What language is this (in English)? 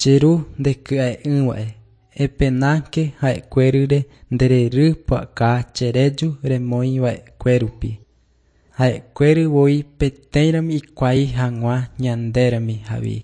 Guarani